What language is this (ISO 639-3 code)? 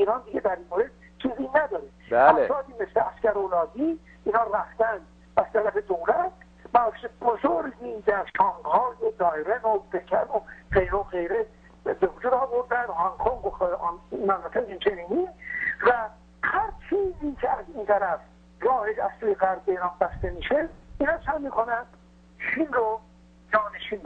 fas